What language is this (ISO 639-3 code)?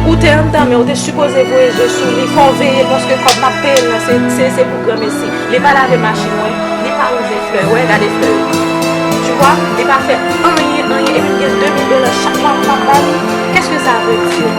hat